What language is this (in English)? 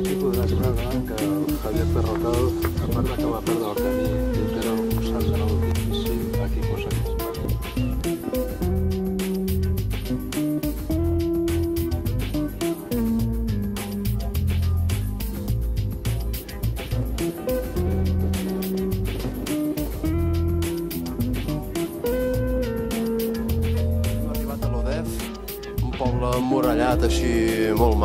Catalan